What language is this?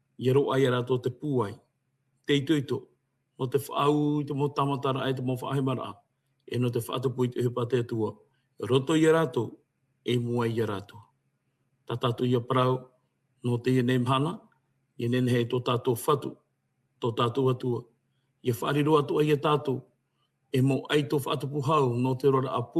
Tahitian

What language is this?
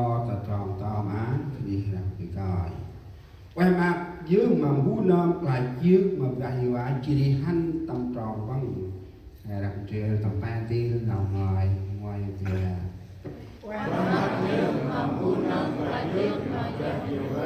Central Mnong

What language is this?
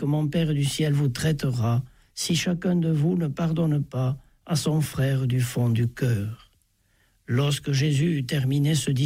French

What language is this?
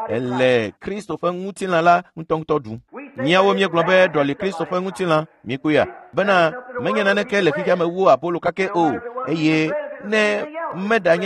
Ewe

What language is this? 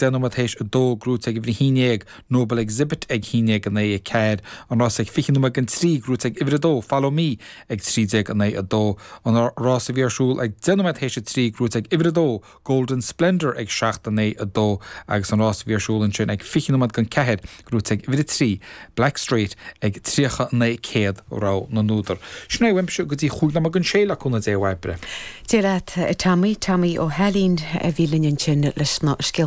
Irish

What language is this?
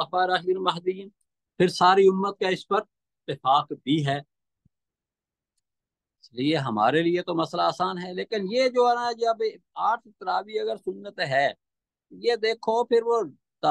Urdu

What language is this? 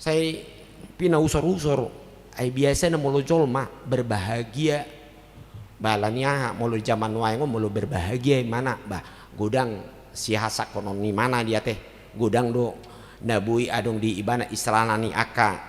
Batak Toba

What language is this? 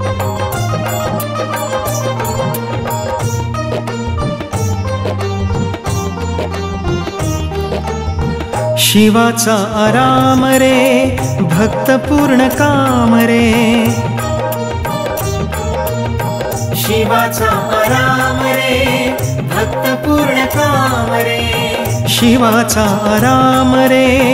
Marathi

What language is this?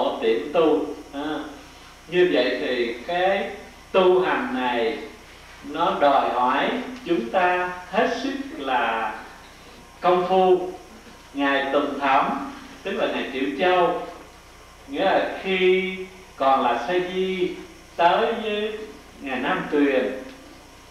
Vietnamese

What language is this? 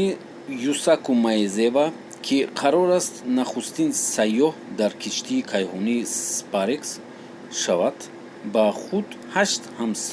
Tajik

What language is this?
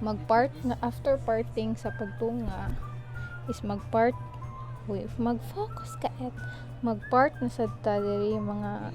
Cebuano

